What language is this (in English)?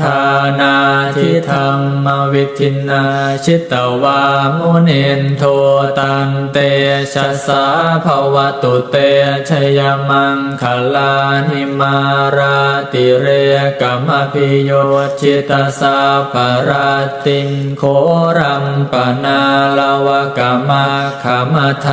Pali